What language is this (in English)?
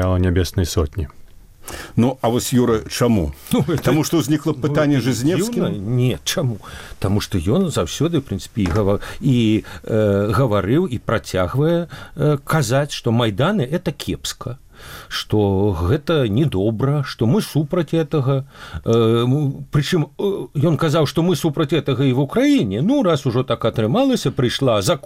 Belarusian